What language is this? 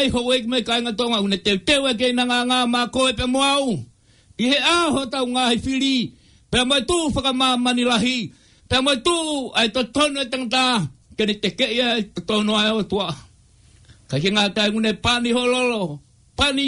Tongan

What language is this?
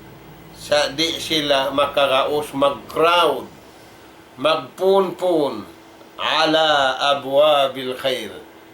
Tausug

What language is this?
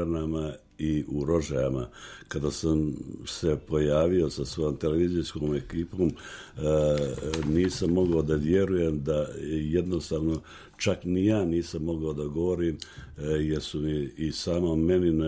Serbian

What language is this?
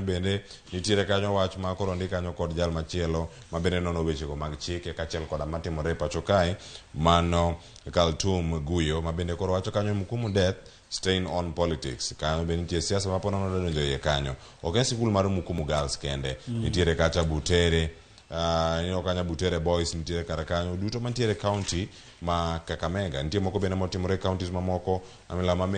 Luo (Kenya and Tanzania)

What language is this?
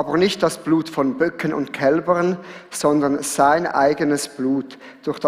Swiss German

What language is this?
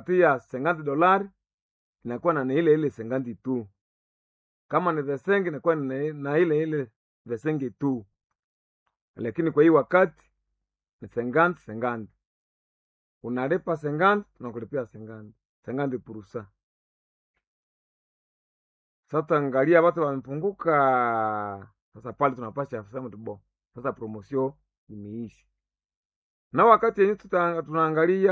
Swahili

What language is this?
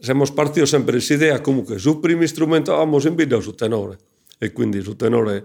Sardinian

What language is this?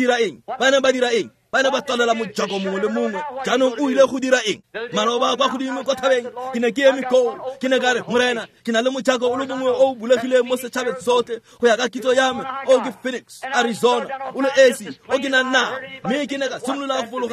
Tswana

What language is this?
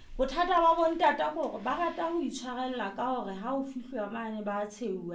Southern Sotho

